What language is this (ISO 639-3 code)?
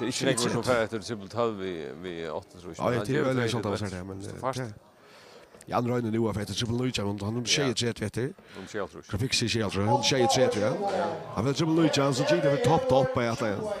fao